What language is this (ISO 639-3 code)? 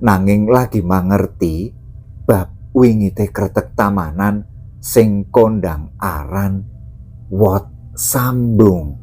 jav